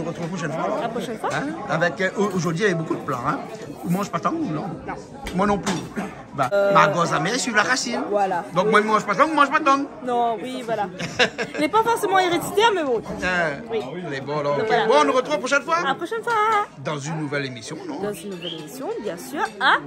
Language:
Réunion Creole French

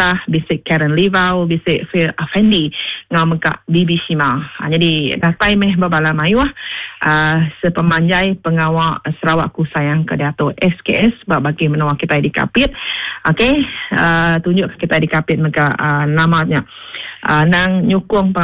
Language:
Iban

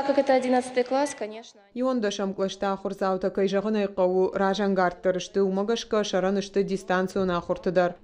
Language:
Ossetic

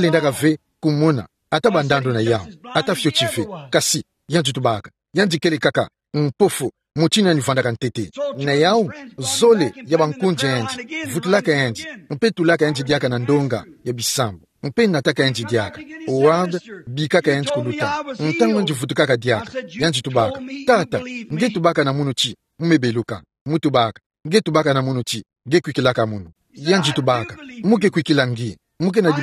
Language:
Kituba (Democratic Republic of Congo)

